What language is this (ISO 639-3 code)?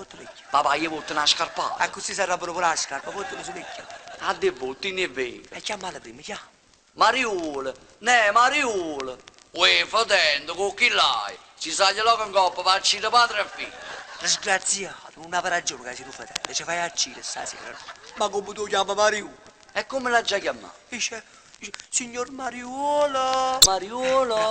nap